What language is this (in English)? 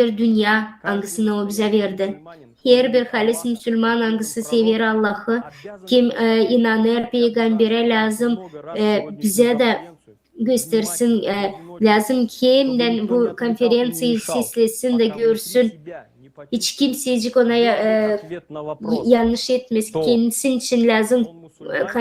Gagauz